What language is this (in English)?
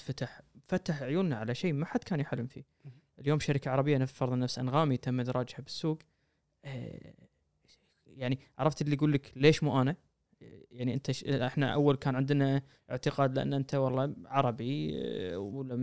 Gulf Arabic